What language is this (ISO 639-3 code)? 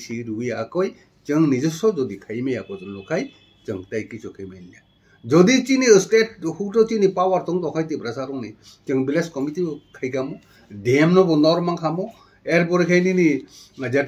trp